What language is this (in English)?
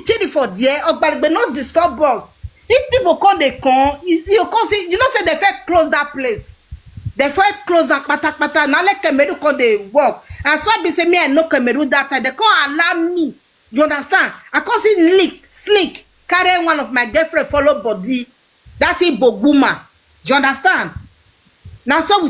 Nigerian Pidgin